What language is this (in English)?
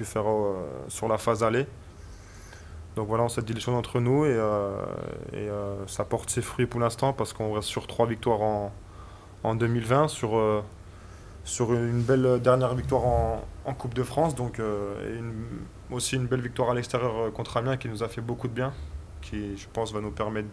French